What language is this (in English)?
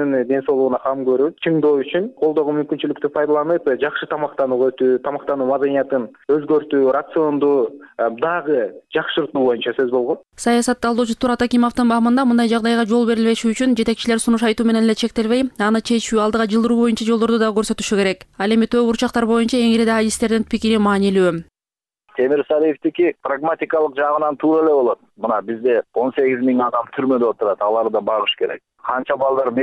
Kyrgyz